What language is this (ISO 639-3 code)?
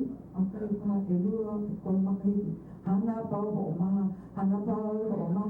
haw